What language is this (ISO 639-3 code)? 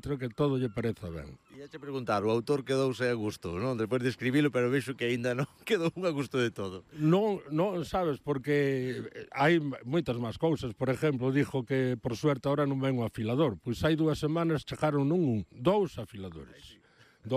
glg